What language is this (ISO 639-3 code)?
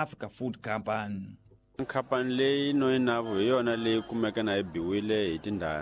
tso